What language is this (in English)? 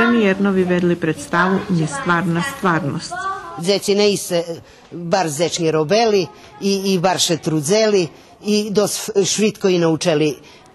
Rusyn